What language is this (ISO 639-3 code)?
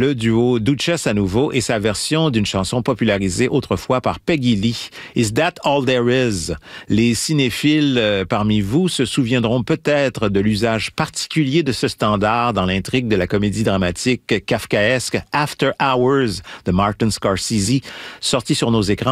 fra